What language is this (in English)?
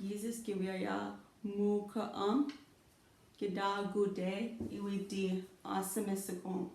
Chippewa